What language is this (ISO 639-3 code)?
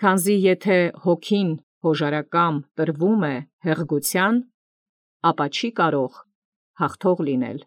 hye